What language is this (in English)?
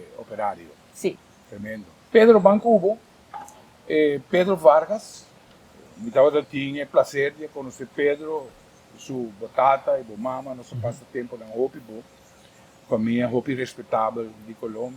Papiamento